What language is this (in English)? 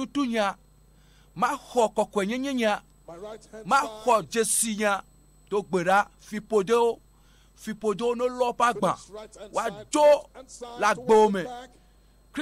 Ewe